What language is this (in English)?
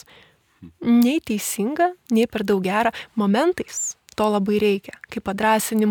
Lithuanian